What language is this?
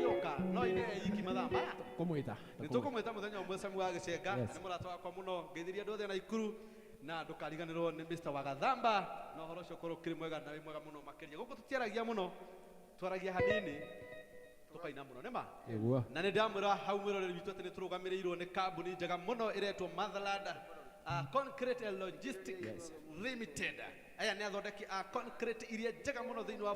Kikuyu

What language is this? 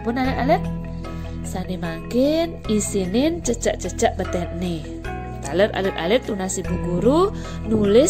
Balinese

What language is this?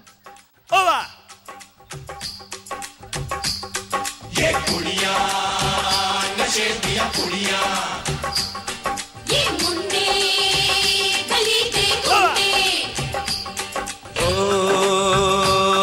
Kara-Kalpak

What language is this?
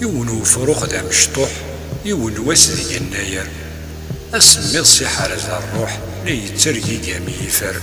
Kabyle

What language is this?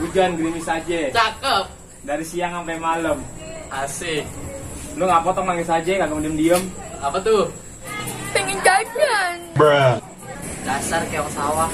Betawi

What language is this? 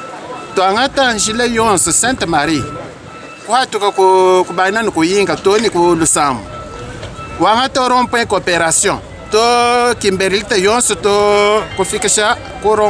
Luba-Lulua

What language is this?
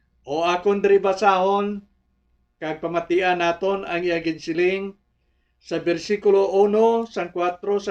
Hiligaynon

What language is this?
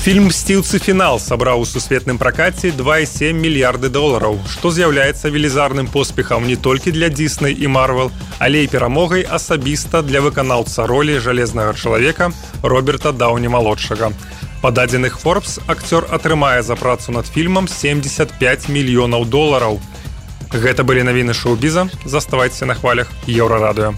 Belarusian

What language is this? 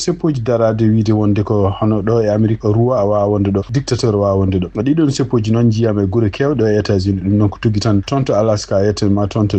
Fula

